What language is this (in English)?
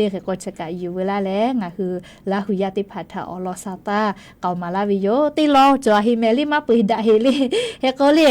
Lahu